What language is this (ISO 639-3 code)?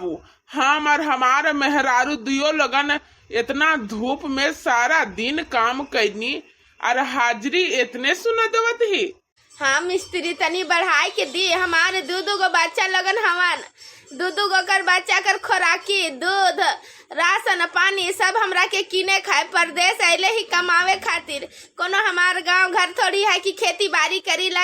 bho